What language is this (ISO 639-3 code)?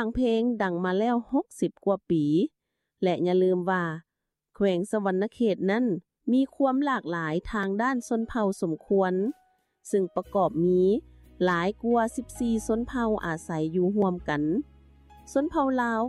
lao